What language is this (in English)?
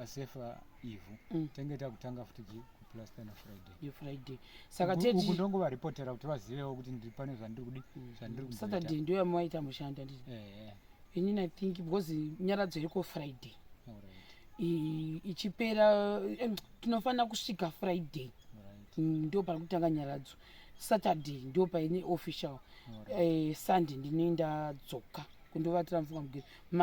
Shona